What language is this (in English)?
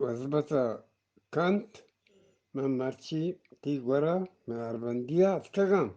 Eastern Balochi